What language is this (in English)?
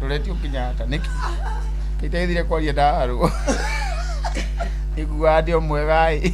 Kikuyu